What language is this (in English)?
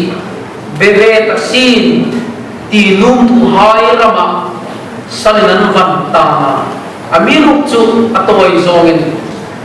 Hmar